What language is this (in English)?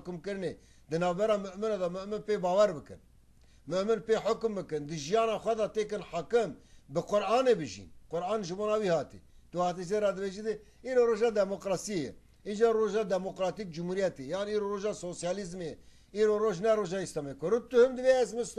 Kurdish